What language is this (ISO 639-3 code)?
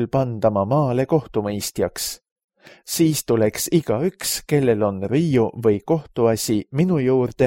est